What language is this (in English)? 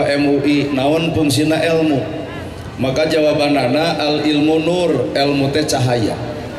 Sundanese